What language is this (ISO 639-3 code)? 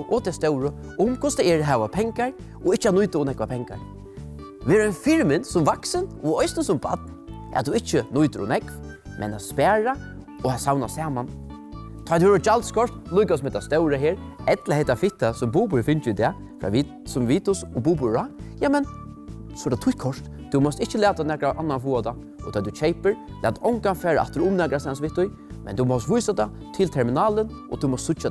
fao